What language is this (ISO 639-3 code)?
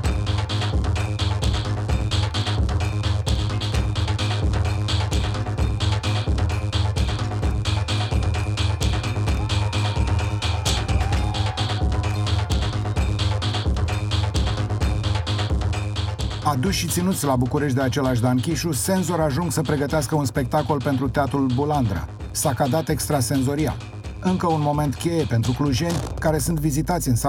ron